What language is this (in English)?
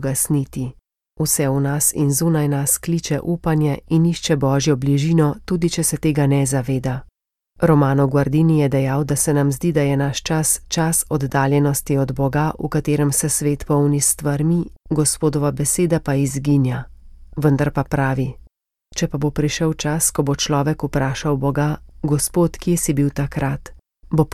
Slovenian